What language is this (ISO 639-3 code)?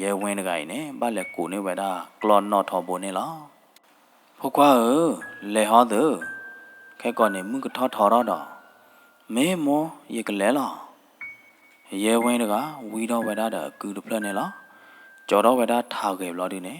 ksw